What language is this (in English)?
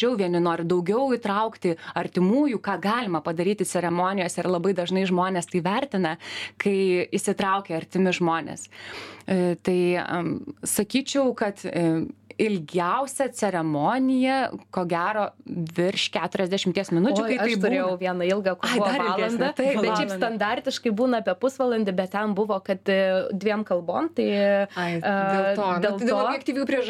Lithuanian